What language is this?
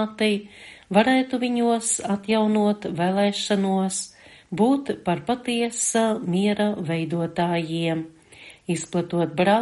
Latvian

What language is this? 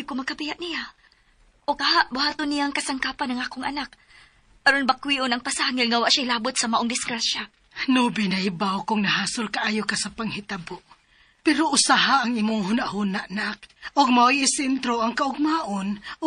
Cebuano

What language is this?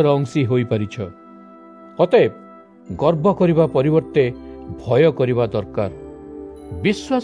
Odia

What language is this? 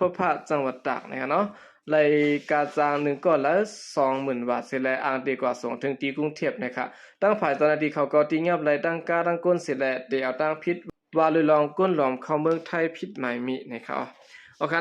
Shan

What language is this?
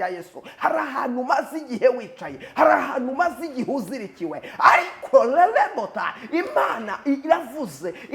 Kinyarwanda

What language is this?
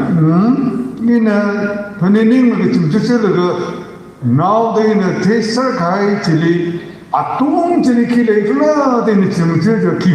Tangkhul Naga (India)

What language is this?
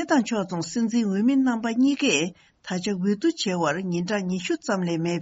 Tibetan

